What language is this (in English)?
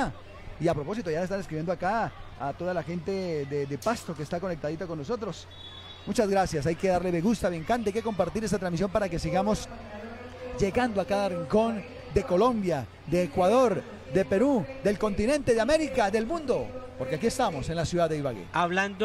Spanish